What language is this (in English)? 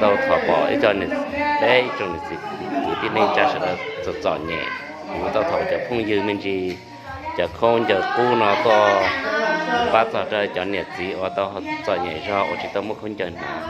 Hmong